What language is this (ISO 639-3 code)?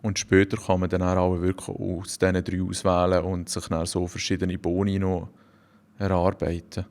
gsw